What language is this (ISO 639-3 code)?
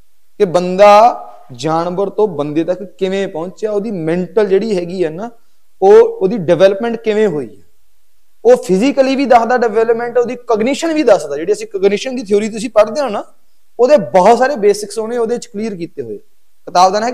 pan